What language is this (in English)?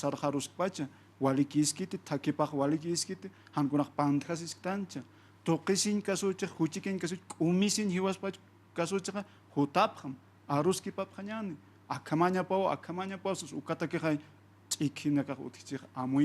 Aymara